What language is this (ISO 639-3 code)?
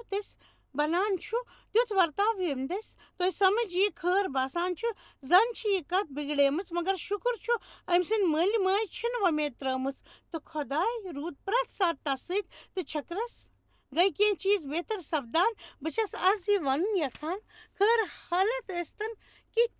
kas